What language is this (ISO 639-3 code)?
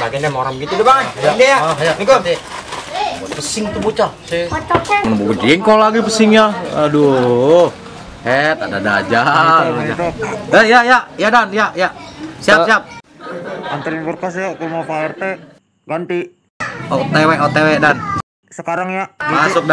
bew